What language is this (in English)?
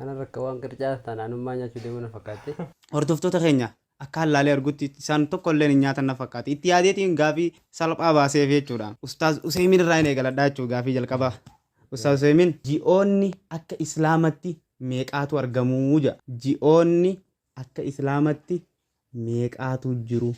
Oromo